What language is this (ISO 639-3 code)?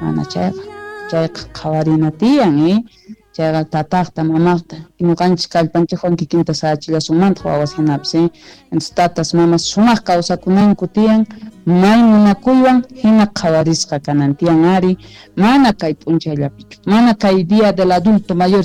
que